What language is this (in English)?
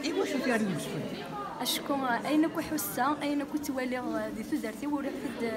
Kabyle